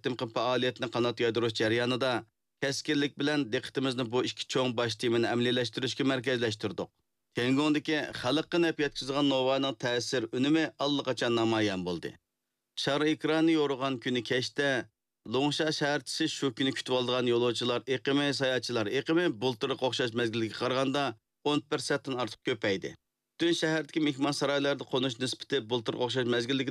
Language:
Uyghur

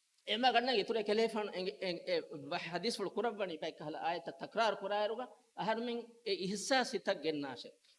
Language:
Divehi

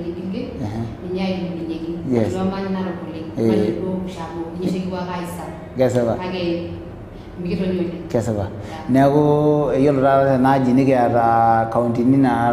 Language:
Masai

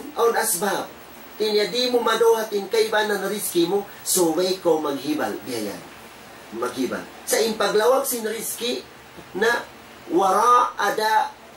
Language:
Tausug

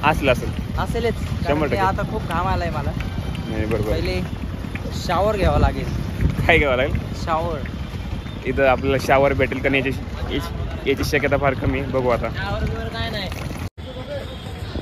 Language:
Marathi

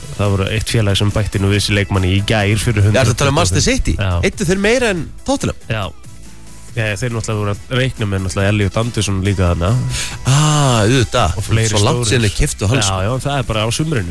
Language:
Icelandic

